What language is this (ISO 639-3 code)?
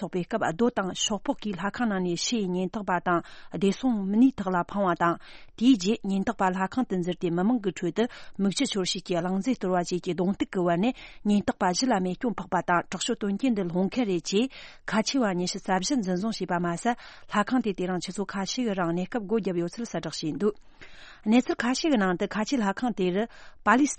bod